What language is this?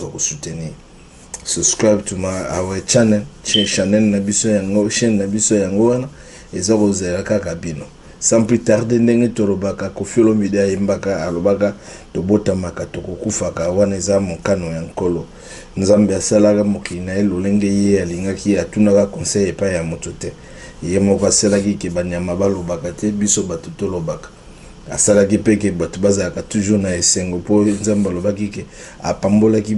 Lingala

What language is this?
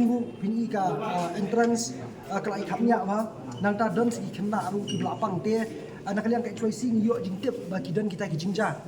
Khasi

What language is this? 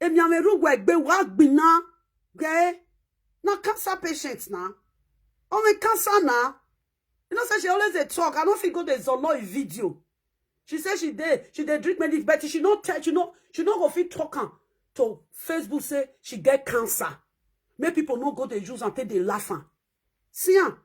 Nigerian Pidgin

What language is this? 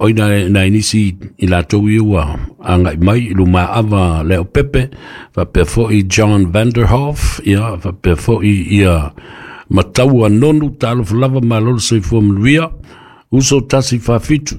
Samoan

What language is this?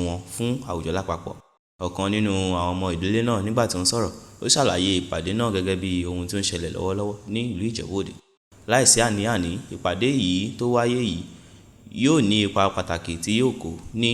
Yoruba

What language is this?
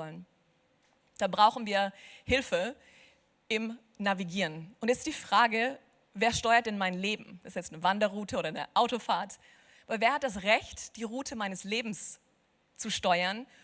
Swiss German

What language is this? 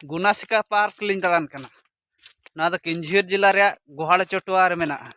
Santali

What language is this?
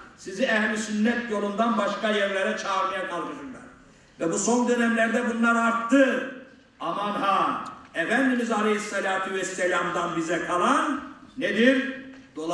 Turkish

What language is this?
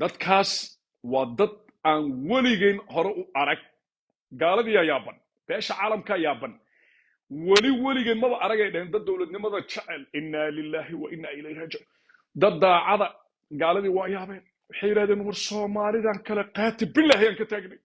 Somali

